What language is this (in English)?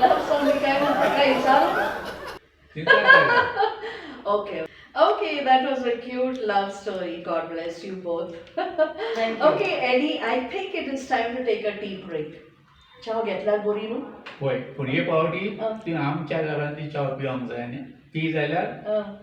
Konkani